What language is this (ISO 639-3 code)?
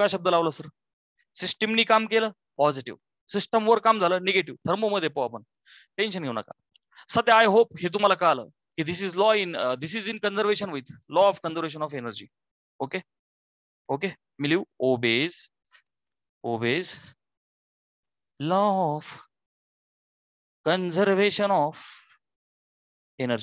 mar